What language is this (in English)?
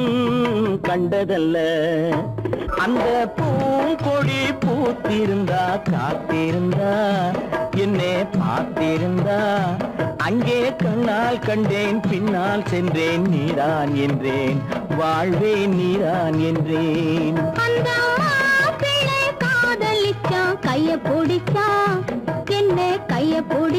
Tamil